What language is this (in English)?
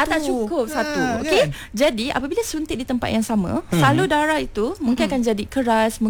Malay